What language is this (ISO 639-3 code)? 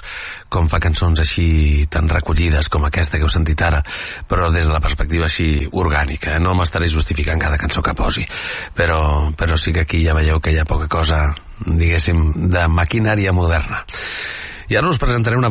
cat